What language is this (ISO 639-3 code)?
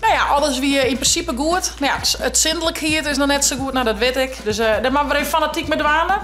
fry